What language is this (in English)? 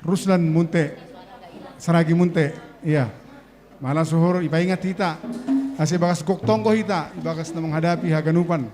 Batak Simalungun